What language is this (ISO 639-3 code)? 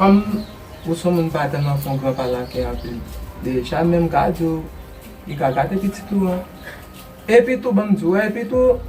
hat